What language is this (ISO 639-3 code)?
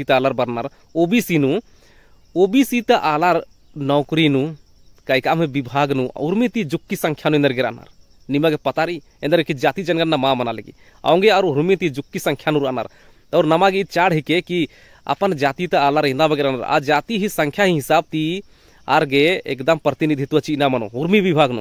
kru